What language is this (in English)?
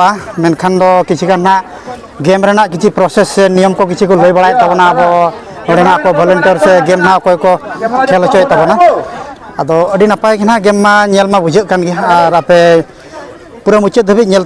Santali